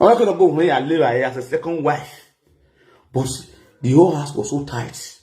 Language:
Nigerian Pidgin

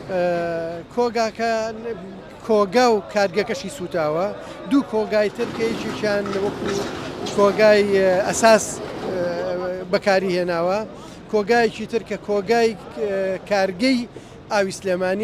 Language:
Central Kurdish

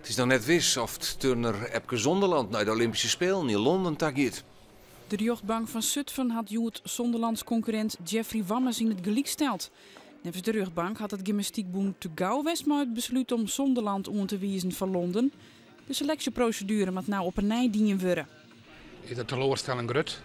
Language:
Western Frisian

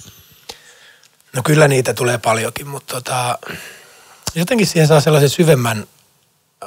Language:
Finnish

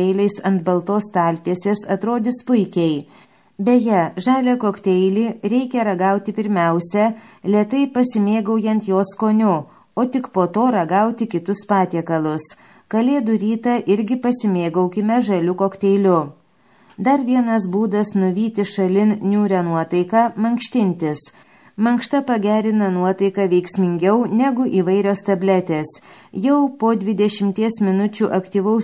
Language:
Lithuanian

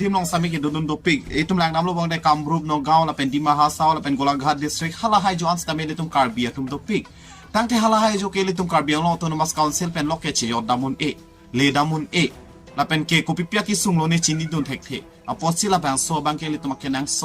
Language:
Karbi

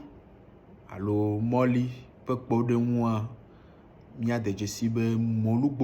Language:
Ewe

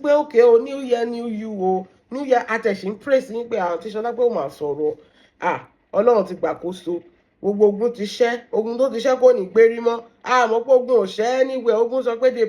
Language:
Yoruba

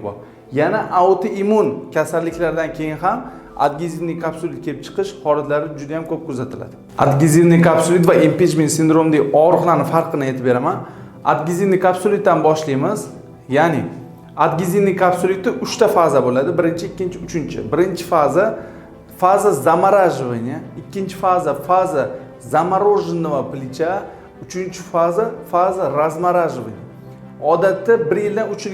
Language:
Uzbek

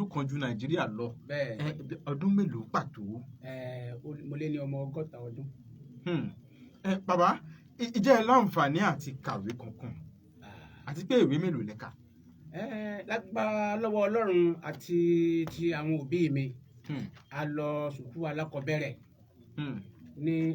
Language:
Yoruba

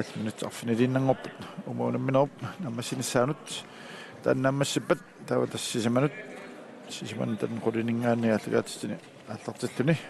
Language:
Kalaallisut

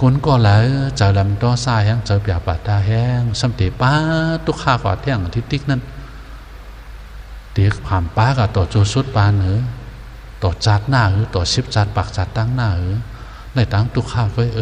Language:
Shan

